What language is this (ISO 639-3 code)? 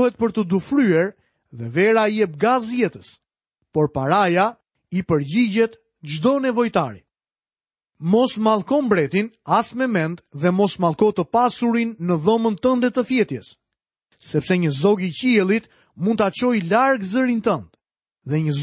sqi